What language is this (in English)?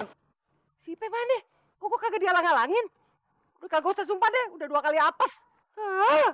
Betawi